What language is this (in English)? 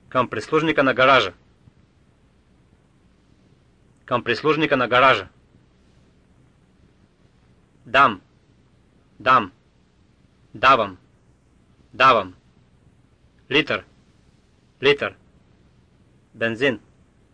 Bulgarian